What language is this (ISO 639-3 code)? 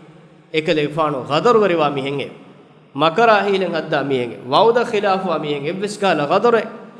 div